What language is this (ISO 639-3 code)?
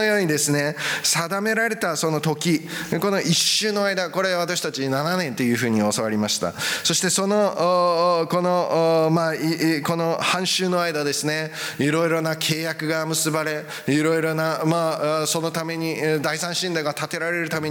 jpn